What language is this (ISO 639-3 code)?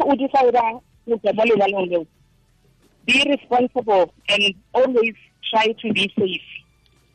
tsn